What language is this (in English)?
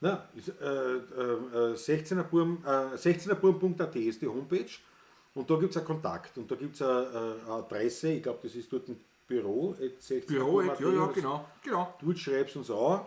Bavarian